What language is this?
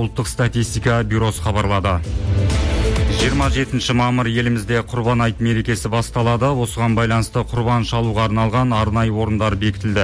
Kazakh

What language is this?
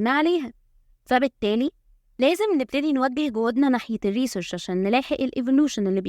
Egyptian Arabic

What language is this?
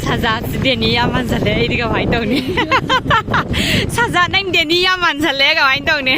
Manipuri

